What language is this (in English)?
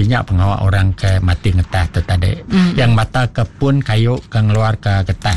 Iban